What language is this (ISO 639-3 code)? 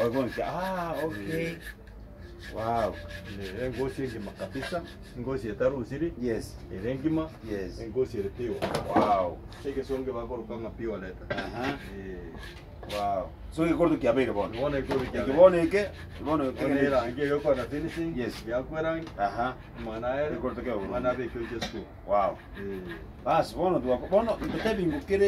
guz